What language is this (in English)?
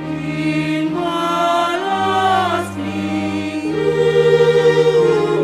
Batak Simalungun